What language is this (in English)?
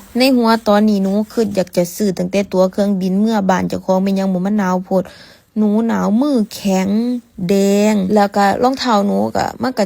Northeastern Thai